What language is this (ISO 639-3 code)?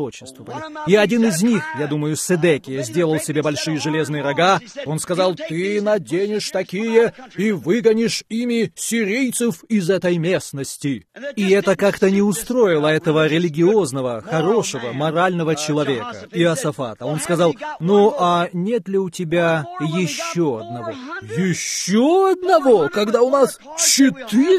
rus